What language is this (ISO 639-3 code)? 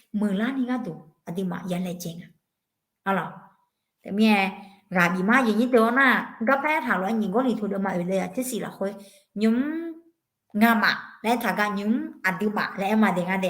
ahk